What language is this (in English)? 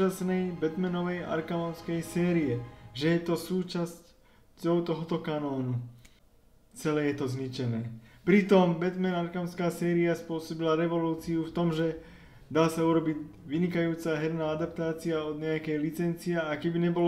Slovak